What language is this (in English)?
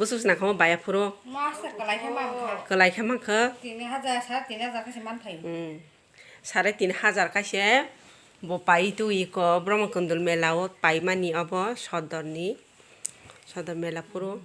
Kok Borok